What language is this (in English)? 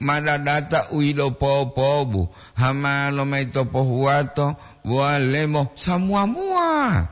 Gorontalo